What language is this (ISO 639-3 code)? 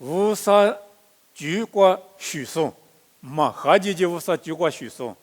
lis